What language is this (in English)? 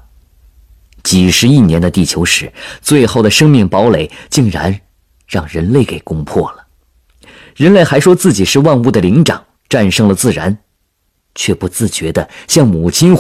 Chinese